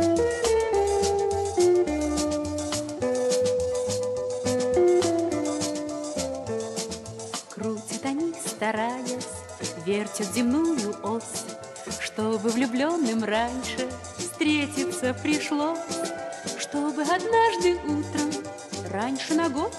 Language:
Russian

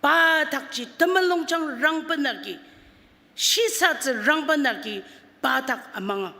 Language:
Ao Naga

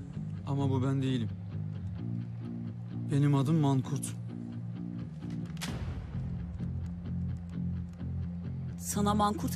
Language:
Turkish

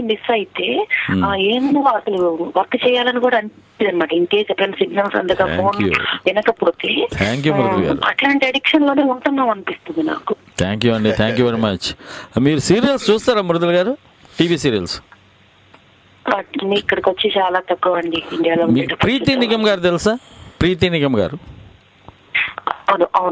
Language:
Telugu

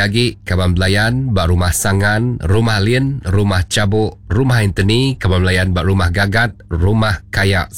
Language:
Iban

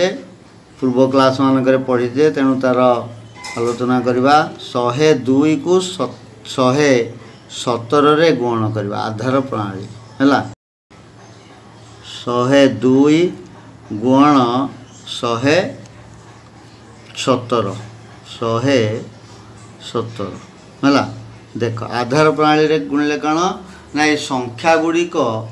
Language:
Odia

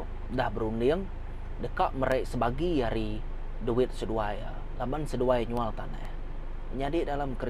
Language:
Iban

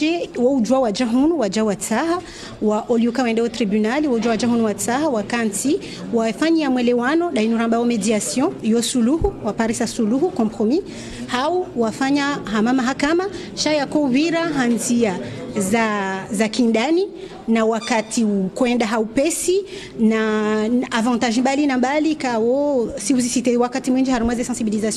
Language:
Ngazidja Comorian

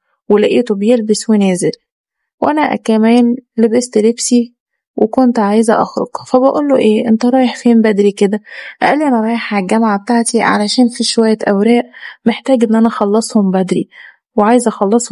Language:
Egyptian Arabic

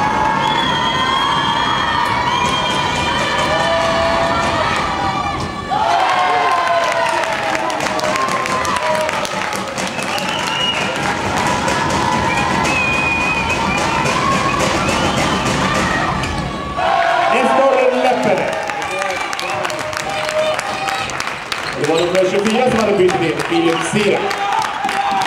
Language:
Swedish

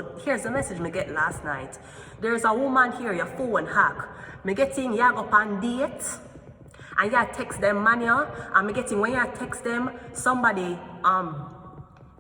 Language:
Jamaican Creole English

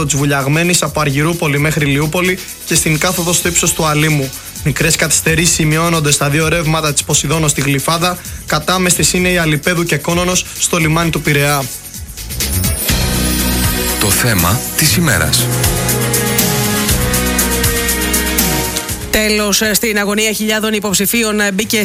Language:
Greek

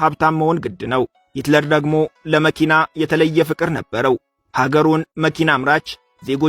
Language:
Amharic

